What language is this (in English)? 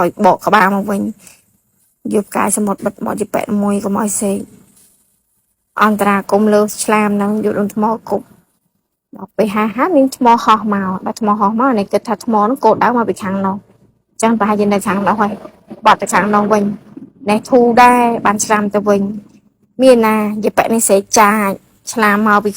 Khmer